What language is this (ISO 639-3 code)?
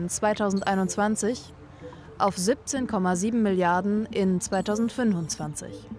deu